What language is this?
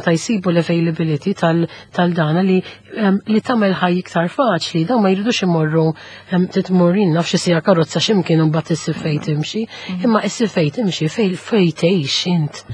Maltese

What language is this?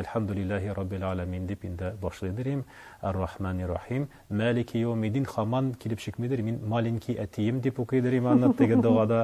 Tatar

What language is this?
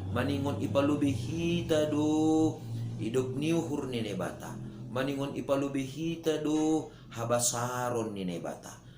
Batak Simalungun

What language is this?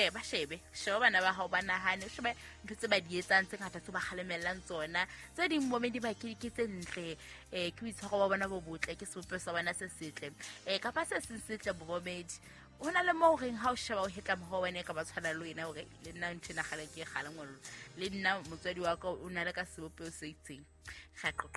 Southern Sotho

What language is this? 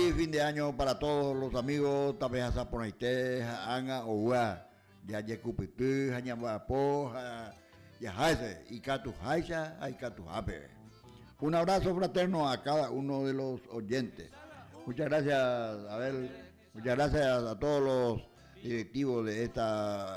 Guarani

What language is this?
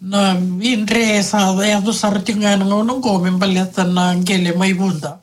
Fijian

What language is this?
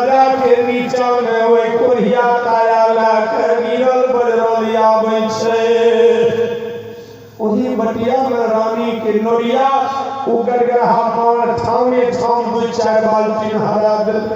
Maithili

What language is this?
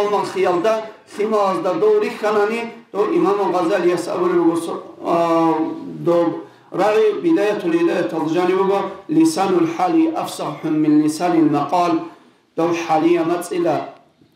Avaric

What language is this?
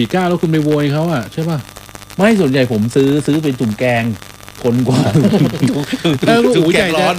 Thai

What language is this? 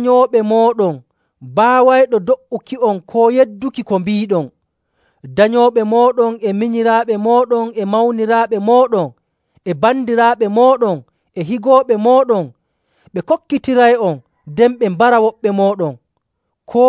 Nigerian Fulfulde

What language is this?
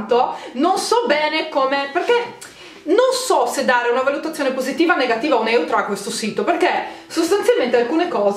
Italian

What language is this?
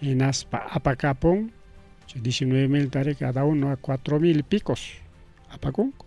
Ayacucho Quechua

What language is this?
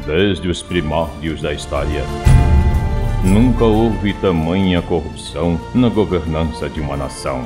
Portuguese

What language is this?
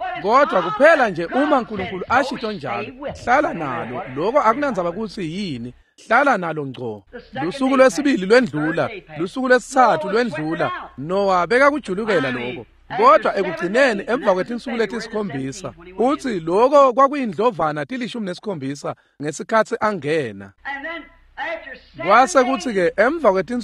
Swati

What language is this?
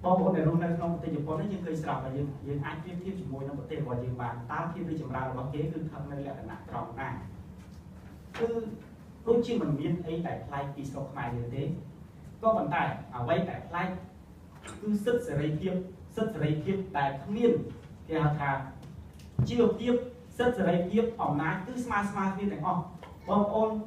Khmer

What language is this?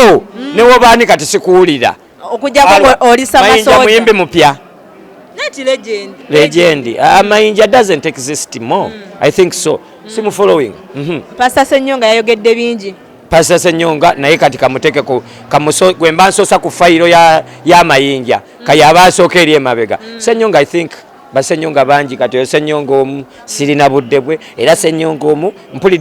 Ganda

